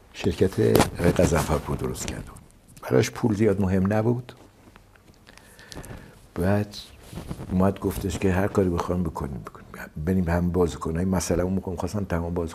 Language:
Persian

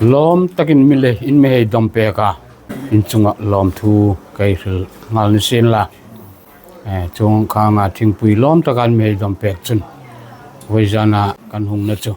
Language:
Hmar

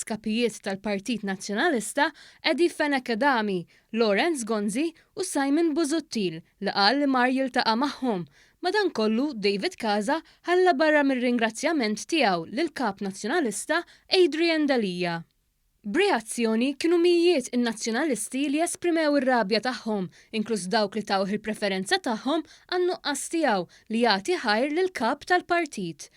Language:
Maltese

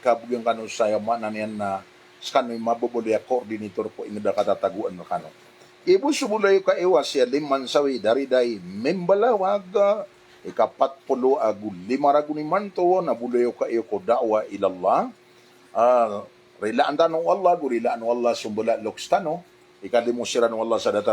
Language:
Maranao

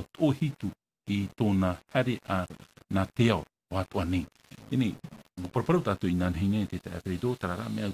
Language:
Tahitian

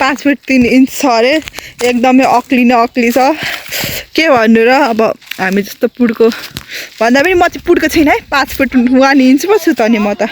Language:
Nepali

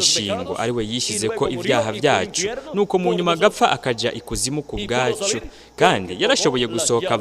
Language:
Rundi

